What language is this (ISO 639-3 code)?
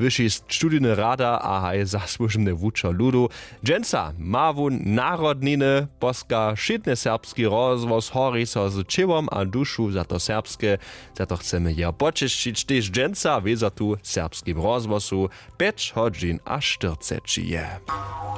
hsb